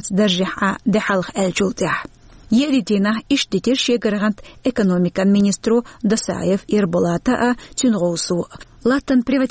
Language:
Chechen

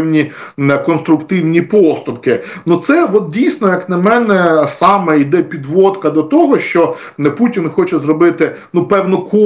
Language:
Ukrainian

